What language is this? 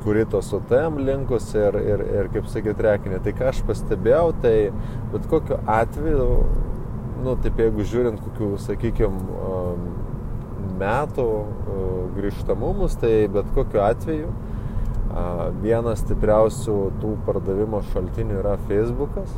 Lithuanian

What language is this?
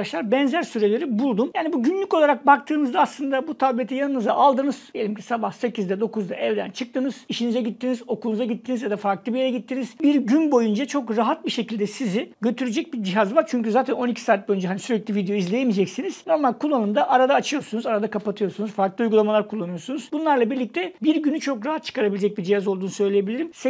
Turkish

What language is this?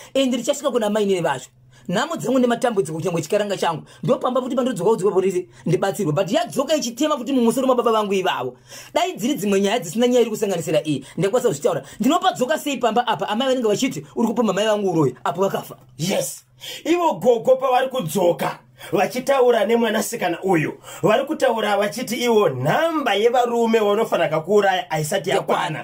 Shona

